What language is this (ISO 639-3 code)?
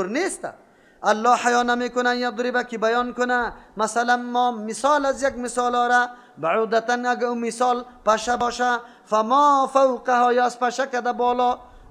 fas